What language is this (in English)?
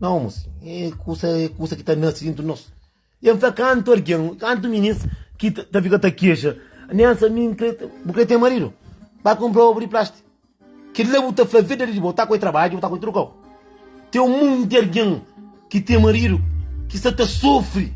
Kabuverdianu